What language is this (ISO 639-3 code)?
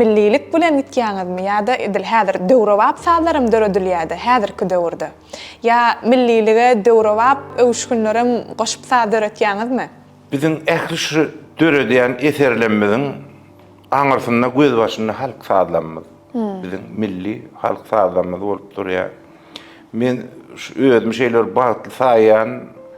tuk